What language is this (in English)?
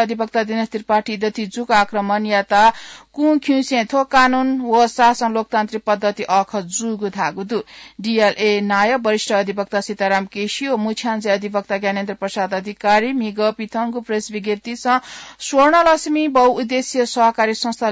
Newari